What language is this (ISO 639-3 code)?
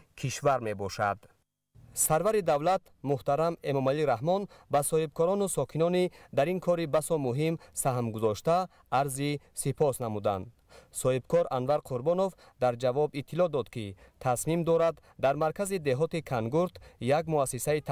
tgk